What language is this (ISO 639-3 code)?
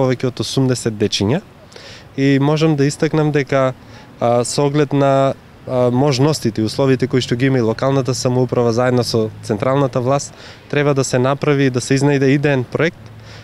mkd